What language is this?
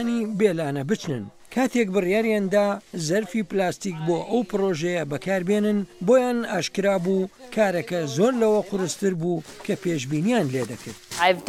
Central Kurdish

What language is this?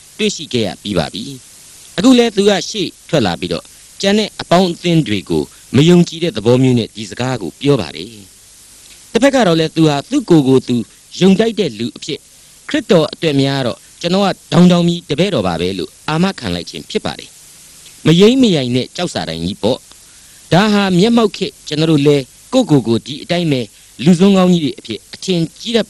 Burmese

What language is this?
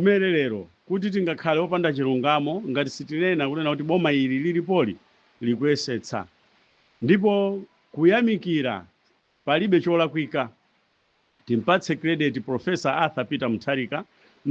Nyanja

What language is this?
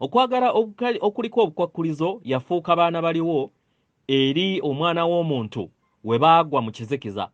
Ganda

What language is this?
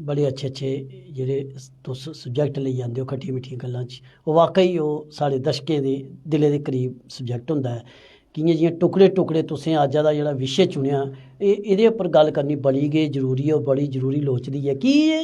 Dogri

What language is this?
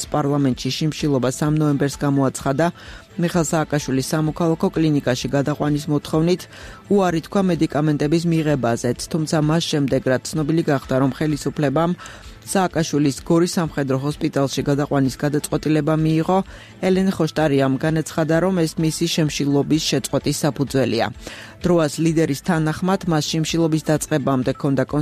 Georgian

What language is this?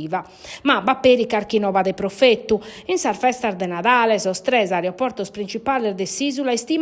Sardinian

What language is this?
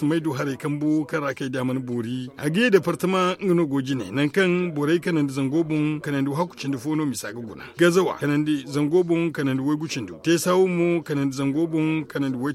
Zarma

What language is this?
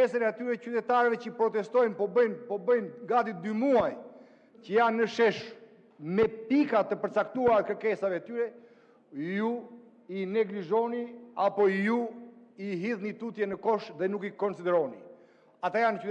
Albanian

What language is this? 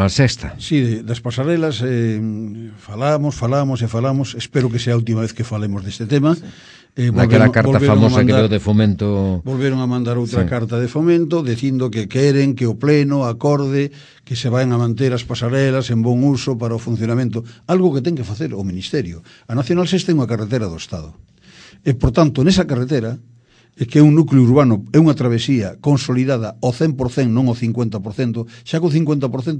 Galician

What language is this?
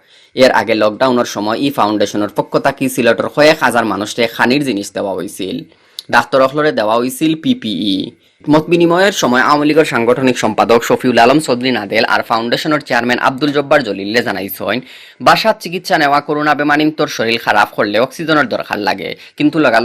Sylheti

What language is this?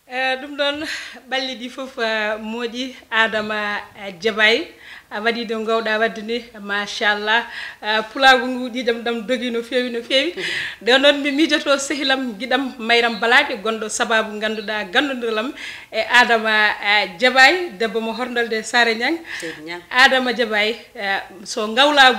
Fula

